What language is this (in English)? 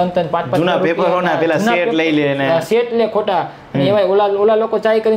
Gujarati